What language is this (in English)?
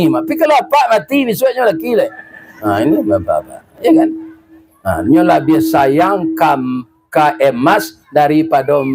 Minangkabau